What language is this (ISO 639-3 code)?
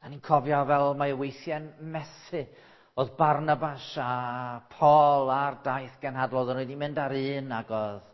cym